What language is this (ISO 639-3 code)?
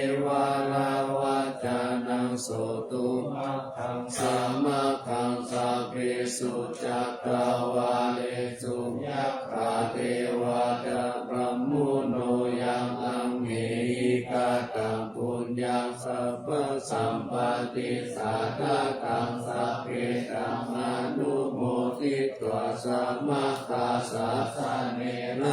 pli